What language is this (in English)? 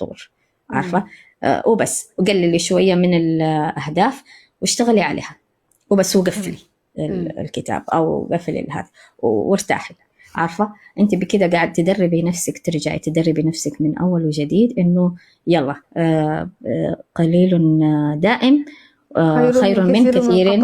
Egyptian Arabic